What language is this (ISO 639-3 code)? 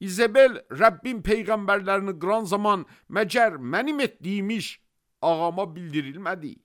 aze